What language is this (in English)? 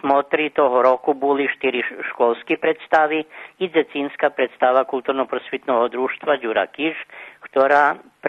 Rusyn